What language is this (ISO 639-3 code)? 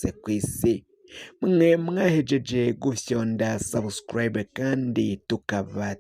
run